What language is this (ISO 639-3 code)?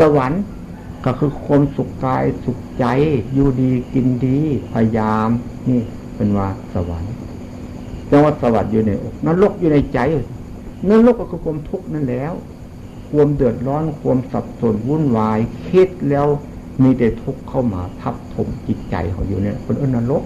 tts